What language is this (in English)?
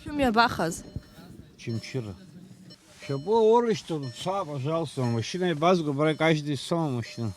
Abkhazian